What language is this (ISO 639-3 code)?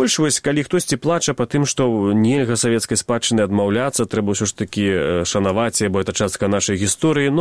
bel